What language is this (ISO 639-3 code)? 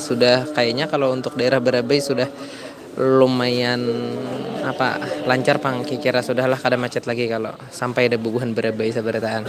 bjn